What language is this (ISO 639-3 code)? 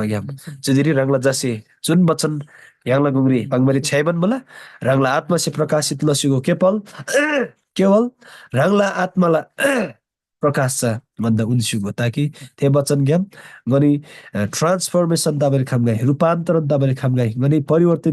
taj